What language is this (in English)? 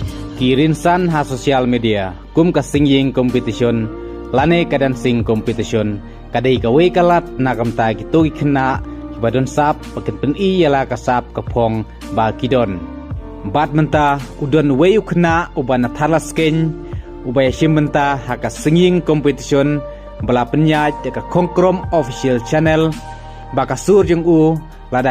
Khasi